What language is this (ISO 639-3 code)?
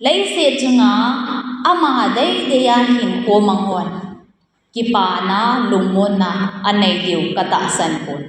tcz